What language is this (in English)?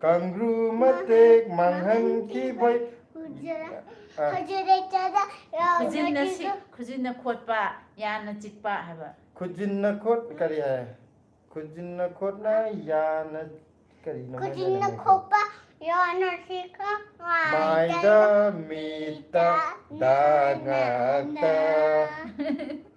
Manipuri